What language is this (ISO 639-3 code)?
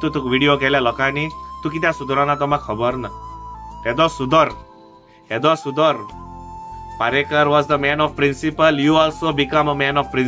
kok